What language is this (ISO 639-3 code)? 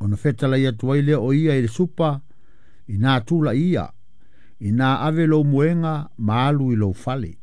smo